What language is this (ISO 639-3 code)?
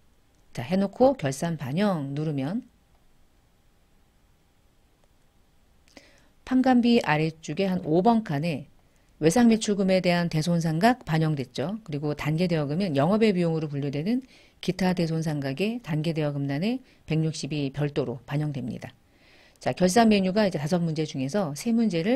kor